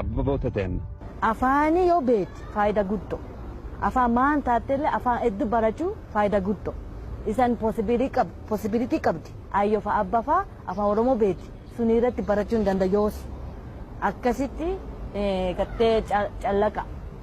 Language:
Oromo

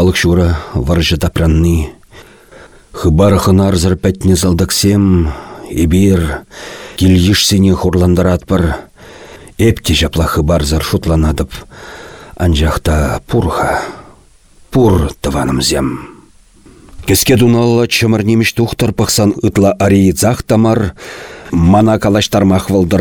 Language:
Chuvash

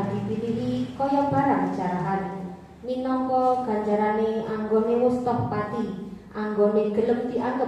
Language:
Javanese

